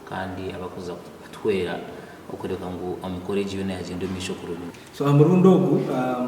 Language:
Nyankole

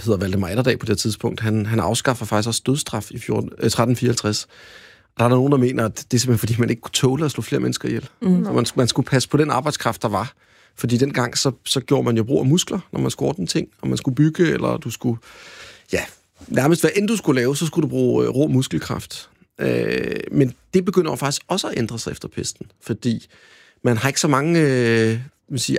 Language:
Danish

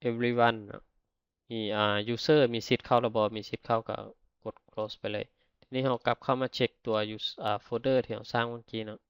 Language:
Lao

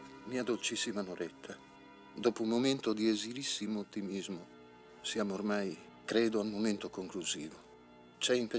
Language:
Italian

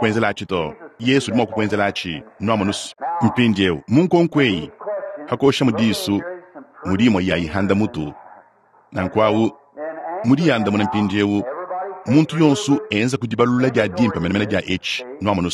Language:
Luba-Lulua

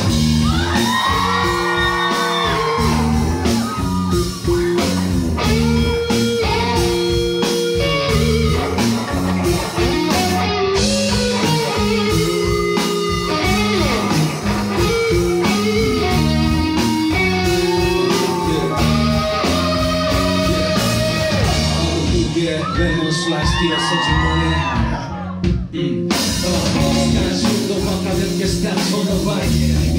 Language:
Korean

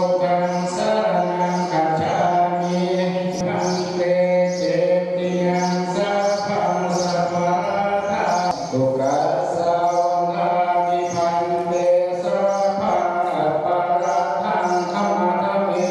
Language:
Pali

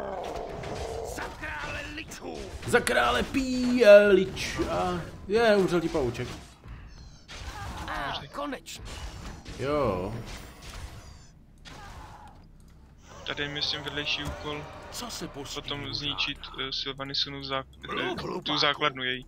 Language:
Czech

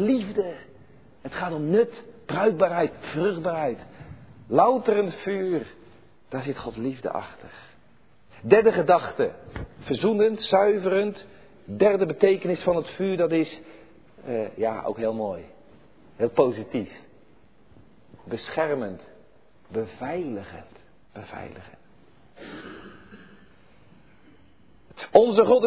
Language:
Dutch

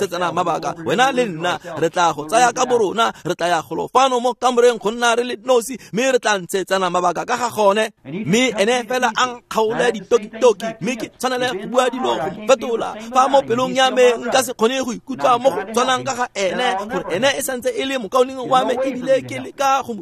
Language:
Tswana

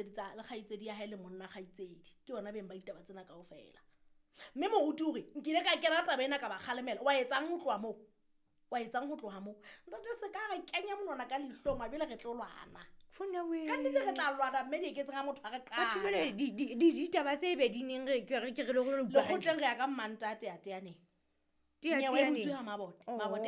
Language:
Southern Sotho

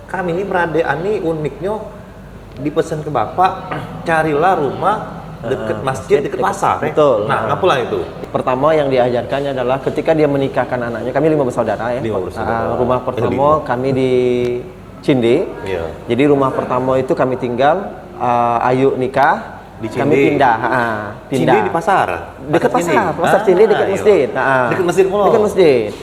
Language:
Musi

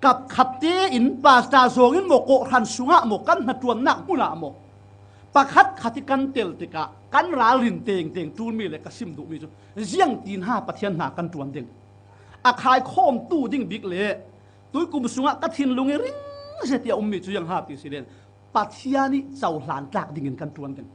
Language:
Falam Chin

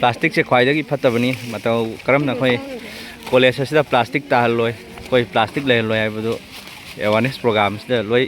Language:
Manipuri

